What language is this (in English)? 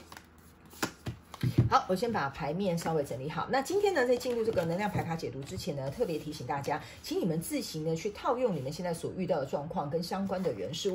Chinese